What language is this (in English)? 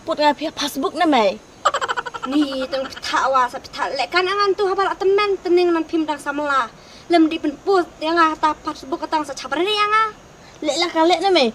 Khasi